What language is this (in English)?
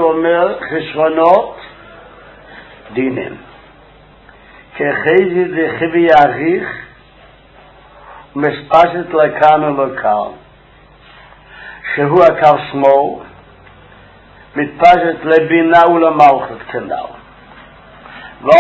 Hebrew